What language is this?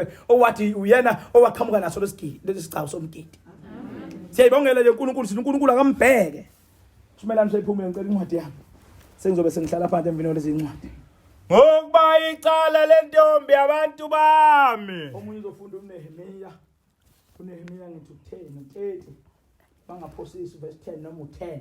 Zulu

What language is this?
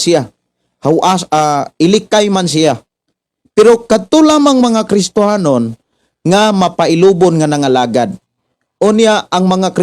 Cebuano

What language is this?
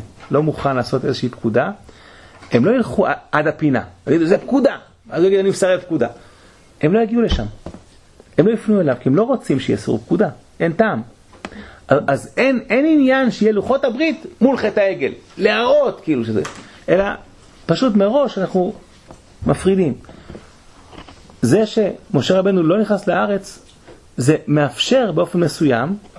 Hebrew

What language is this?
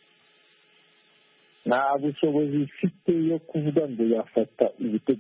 Kinyarwanda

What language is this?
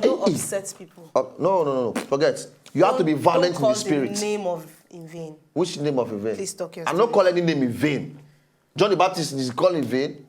Nigerian Pidgin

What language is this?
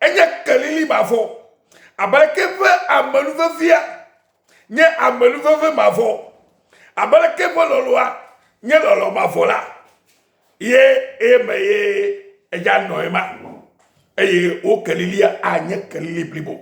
Ewe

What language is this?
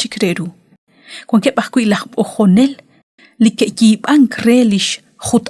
Kekchí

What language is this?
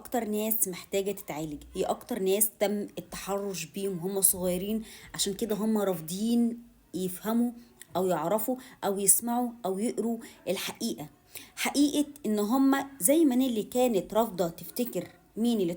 Egyptian Arabic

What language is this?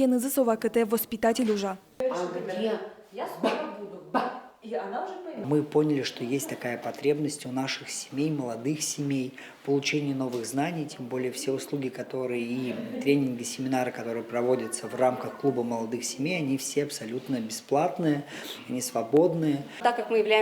Udmurt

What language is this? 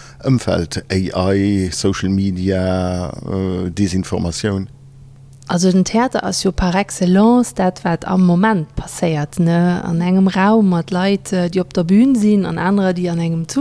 Luxembourgish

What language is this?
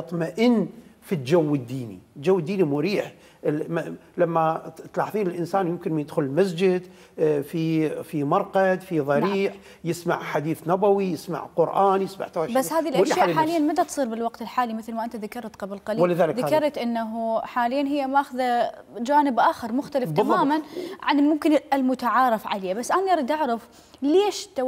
Mesopotamian Arabic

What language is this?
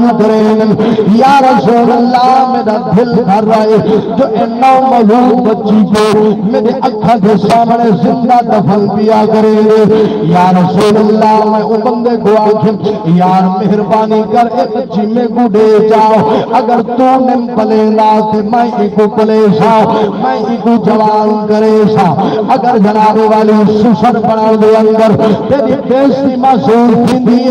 Saraiki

